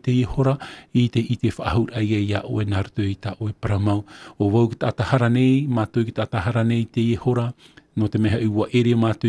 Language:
Tahitian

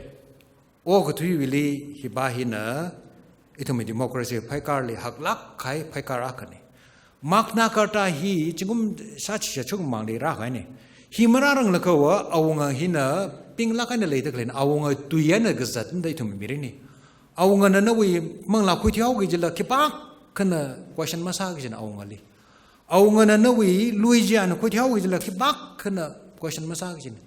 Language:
Tangkhul Naga (India)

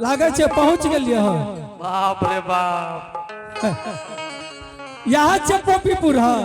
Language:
Angika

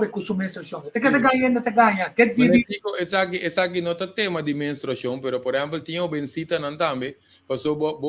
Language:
Papiamento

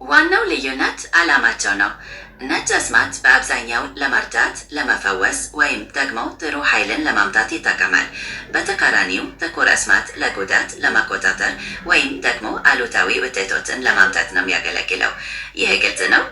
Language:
Amharic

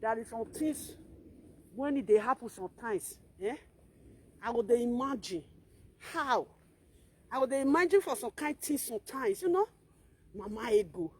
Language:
Nigerian Pidgin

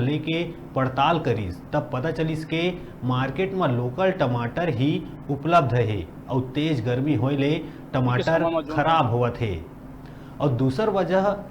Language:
Chhattisgarhi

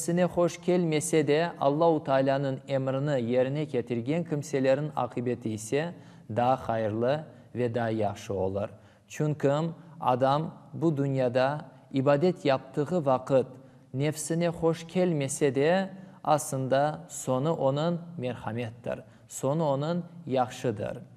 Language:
Crimean Tatar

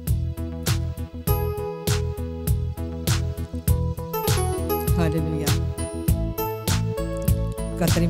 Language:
Tamil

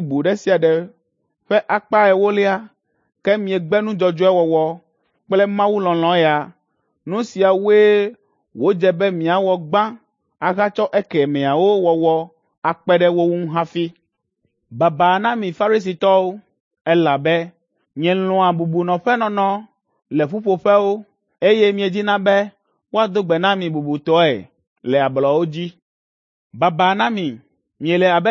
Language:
Ewe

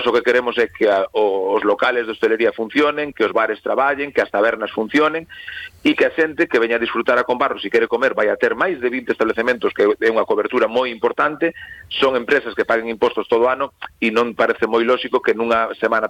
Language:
Galician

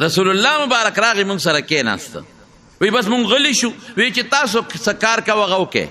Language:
Pashto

